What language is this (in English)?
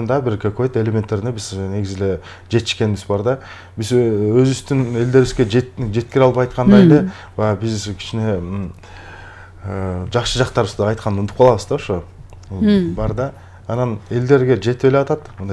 Kyrgyz